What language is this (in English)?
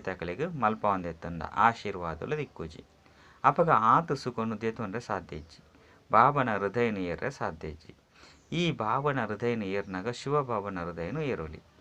Tulu